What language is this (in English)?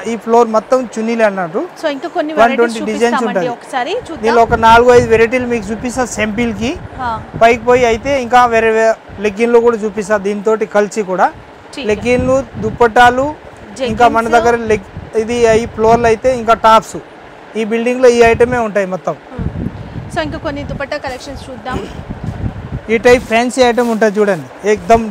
Telugu